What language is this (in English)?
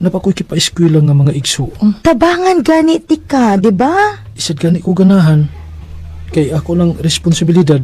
Cebuano